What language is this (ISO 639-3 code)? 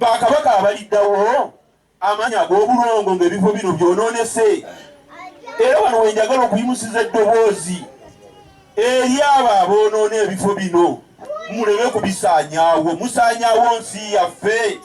lug